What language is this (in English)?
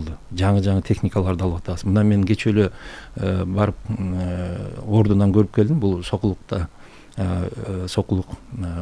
Kyrgyz